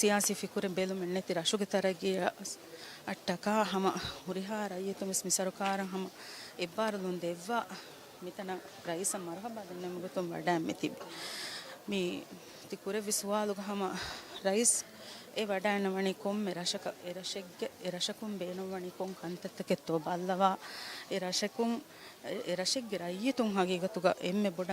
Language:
Divehi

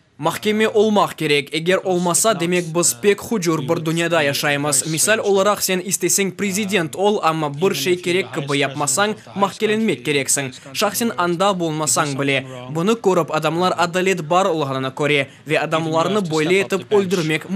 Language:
Crimean Tatar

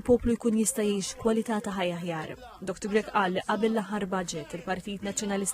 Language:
Maltese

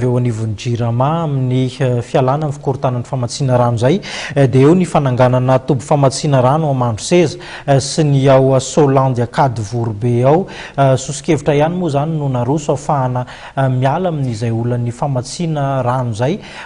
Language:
Malagasy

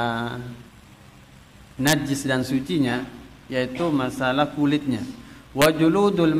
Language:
Indonesian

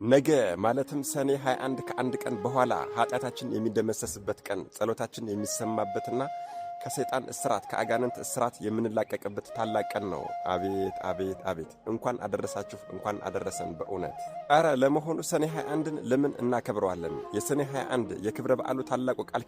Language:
Amharic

